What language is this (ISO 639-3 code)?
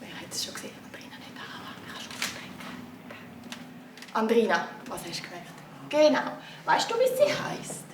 gsw